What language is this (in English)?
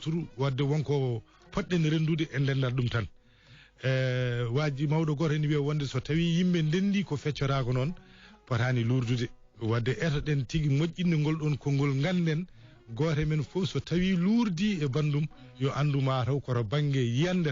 Fula